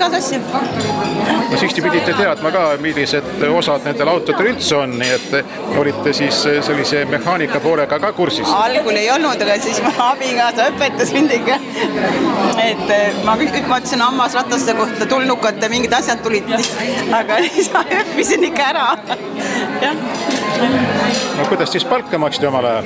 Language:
Estonian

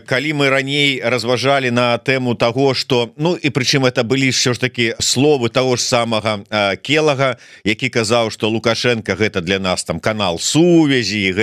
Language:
Belarusian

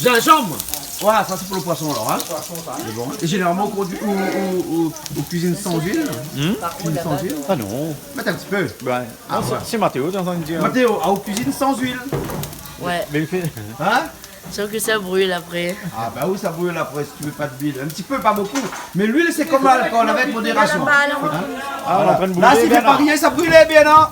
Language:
Réunion Creole French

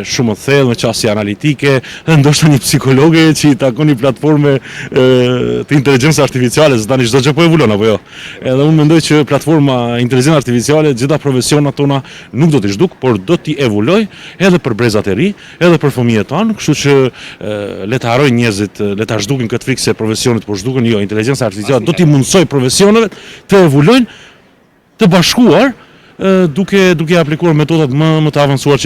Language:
Albanian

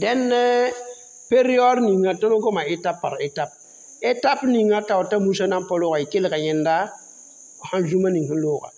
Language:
Mossi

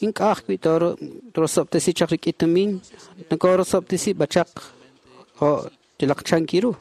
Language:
Kekchí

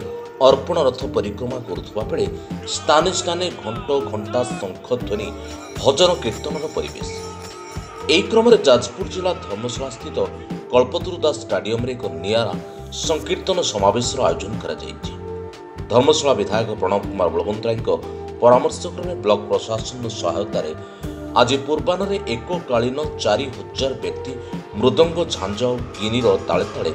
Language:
Odia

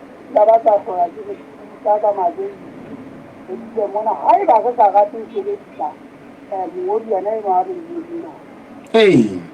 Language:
Southern Sotho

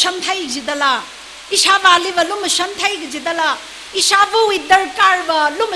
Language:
Tangkhul Naga (India)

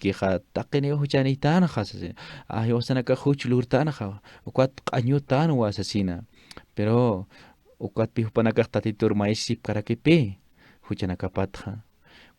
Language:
Aymara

